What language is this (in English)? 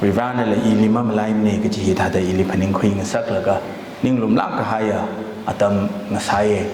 Tangkhul Naga (India)